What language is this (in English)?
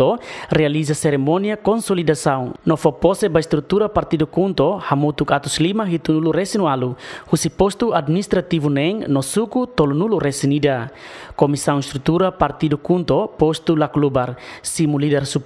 Tetum